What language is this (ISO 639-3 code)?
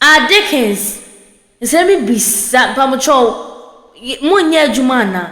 aka